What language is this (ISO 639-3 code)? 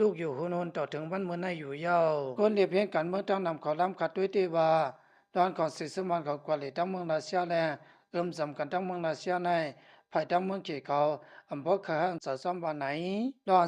shn